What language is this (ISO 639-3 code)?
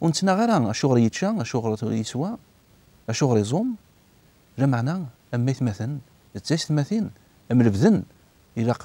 kab